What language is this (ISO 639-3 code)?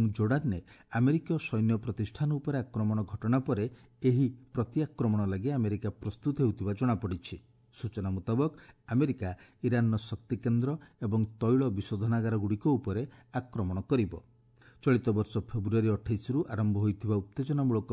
ori